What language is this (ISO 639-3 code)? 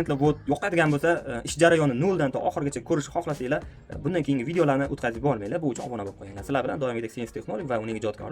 uzb